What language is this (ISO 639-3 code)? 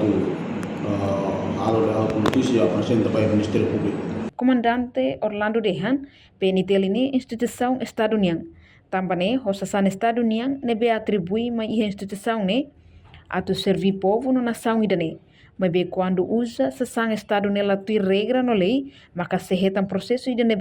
tet